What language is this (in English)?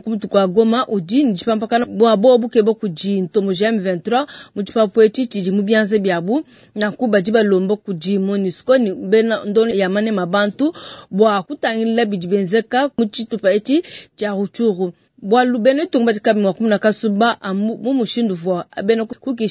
Luba-Lulua